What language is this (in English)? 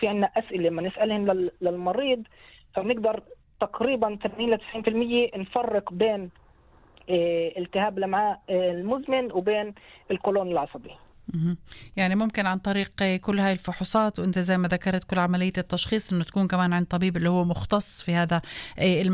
North Levantine Arabic